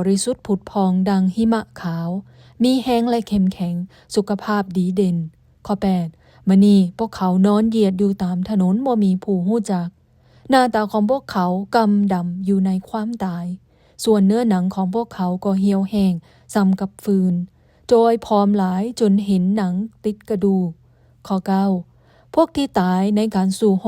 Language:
Lao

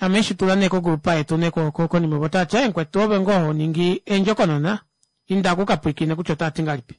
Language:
Kuanyama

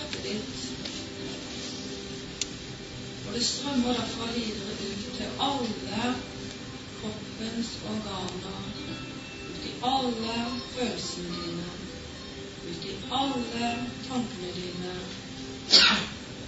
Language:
Norwegian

